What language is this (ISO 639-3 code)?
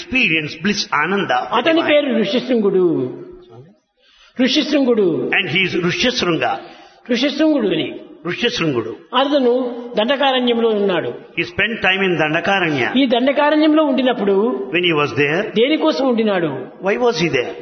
tel